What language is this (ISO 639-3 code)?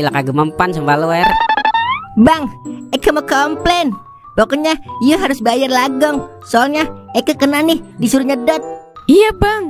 bew